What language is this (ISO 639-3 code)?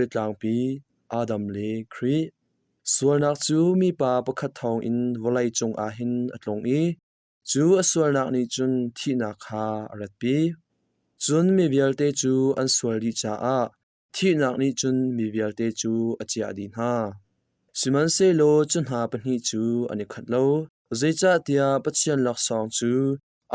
cnh